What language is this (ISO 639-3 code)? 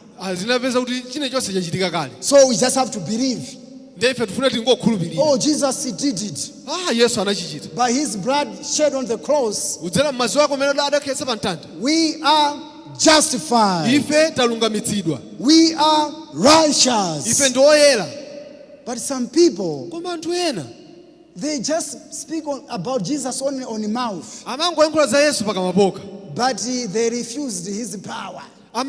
nya